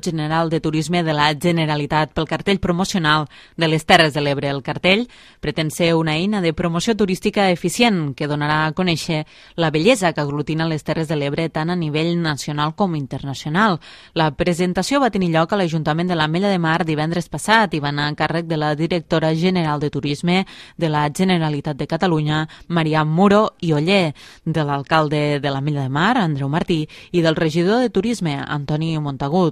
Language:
Catalan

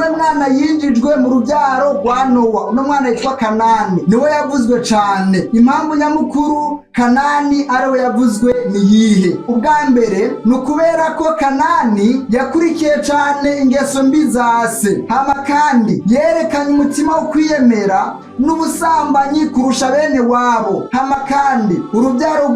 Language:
Rundi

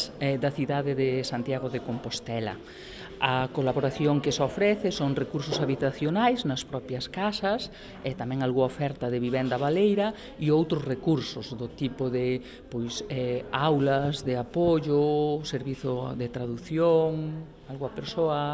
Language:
Galician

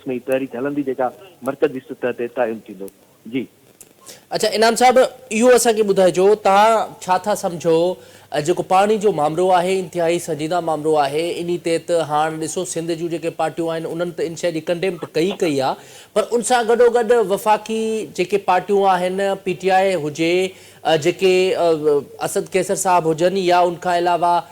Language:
Sindhi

